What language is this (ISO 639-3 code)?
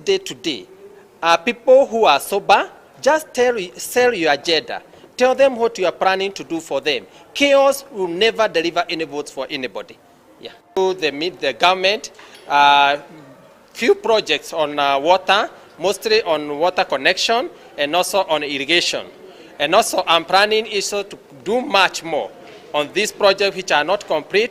guz